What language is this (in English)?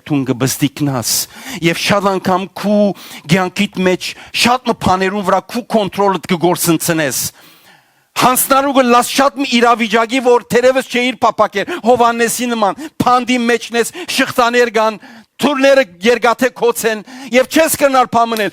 Western Armenian